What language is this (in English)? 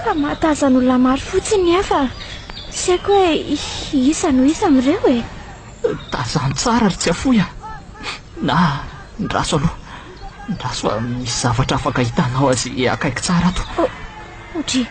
Malagasy